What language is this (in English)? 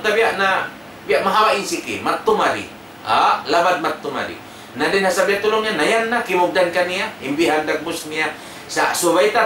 Tausug